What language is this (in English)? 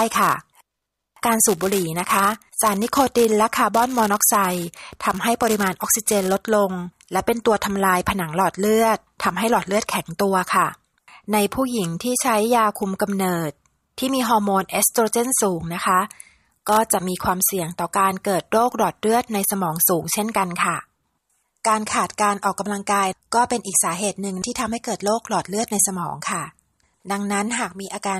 Thai